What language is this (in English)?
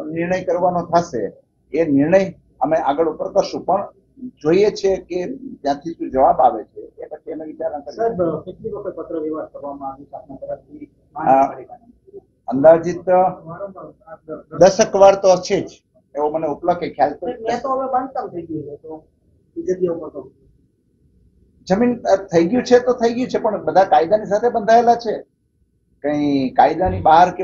Gujarati